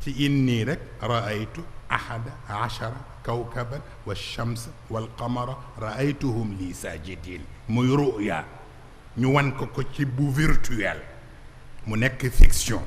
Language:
Wolof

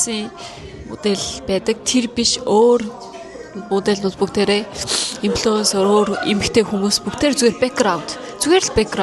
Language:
Mongolian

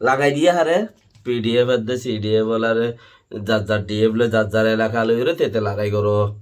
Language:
Rohingya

